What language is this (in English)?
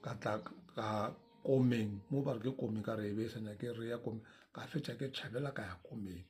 Northern Sotho